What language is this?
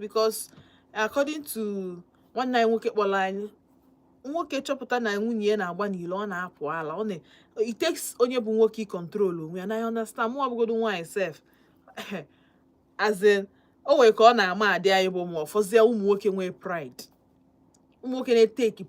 Igbo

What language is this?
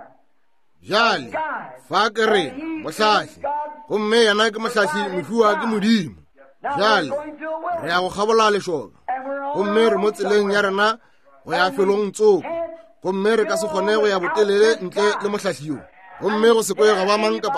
Northern Sotho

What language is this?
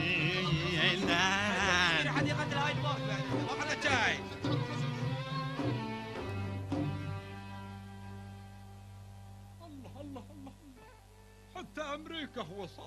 Gulf Arabic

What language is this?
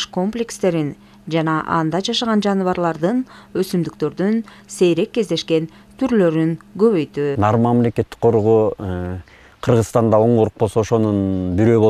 Kyrgyz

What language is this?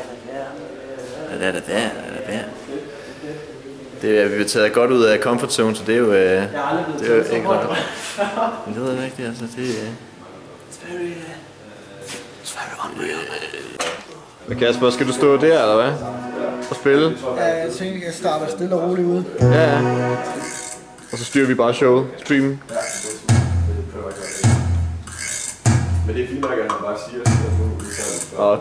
Danish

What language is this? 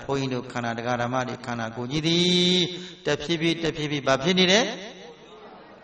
Burmese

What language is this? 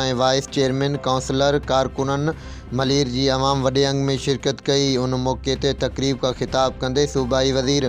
Sindhi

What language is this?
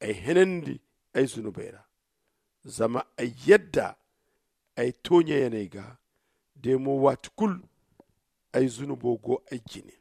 Zarma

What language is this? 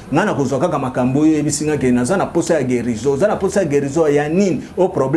Lingala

